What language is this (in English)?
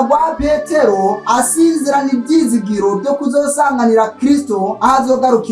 Rundi